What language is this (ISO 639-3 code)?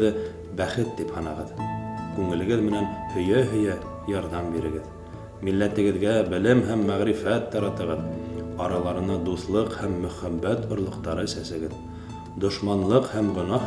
bak